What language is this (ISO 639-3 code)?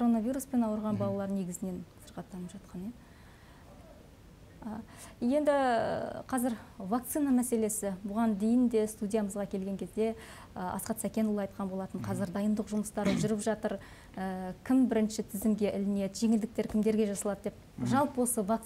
kaz